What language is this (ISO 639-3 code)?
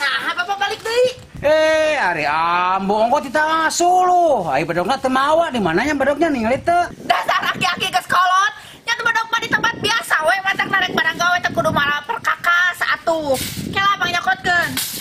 sun